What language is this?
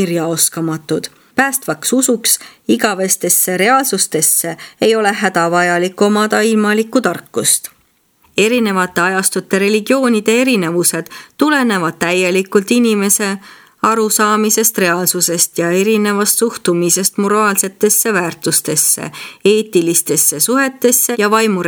Estonian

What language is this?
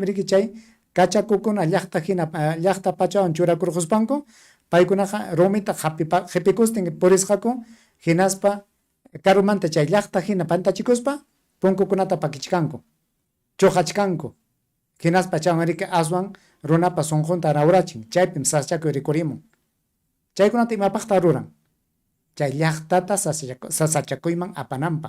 Ayacucho Quechua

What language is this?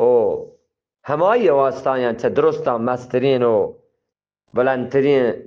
Eastern Balochi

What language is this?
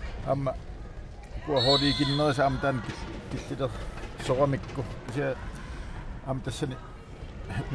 Kalaallisut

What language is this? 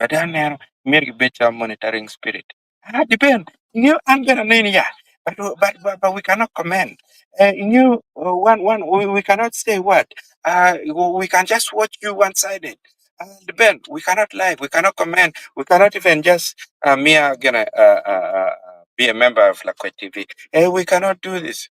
Acoli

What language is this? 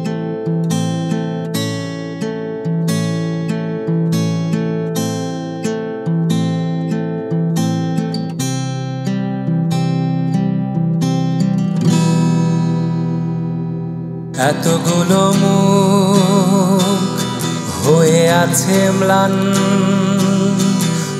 Bangla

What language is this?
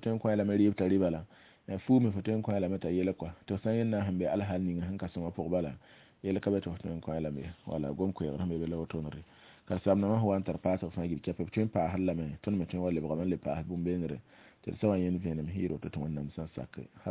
Mossi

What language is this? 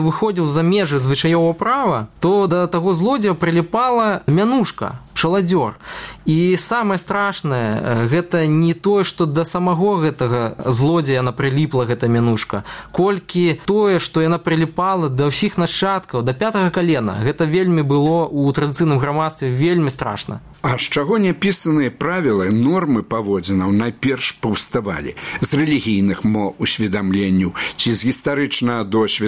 Belarusian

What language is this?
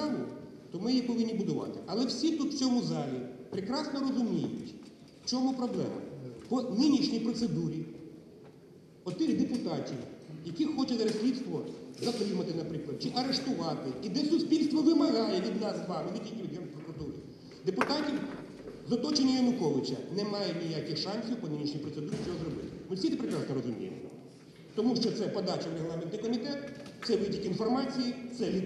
Ukrainian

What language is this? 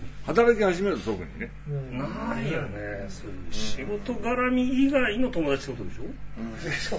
Japanese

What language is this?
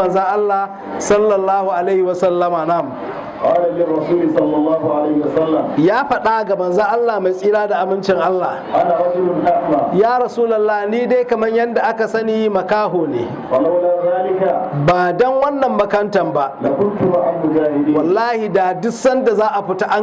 Hausa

